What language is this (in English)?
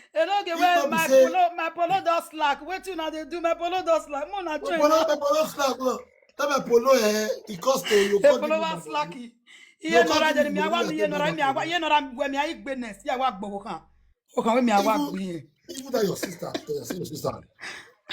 Nigerian Pidgin